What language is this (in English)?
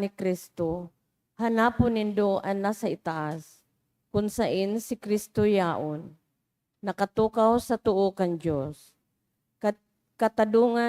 Bikol